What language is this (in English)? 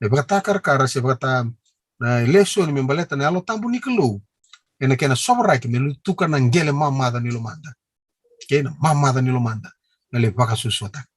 Fijian